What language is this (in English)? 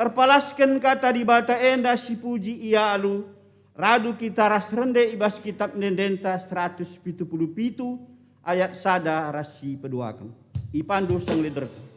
Batak Karo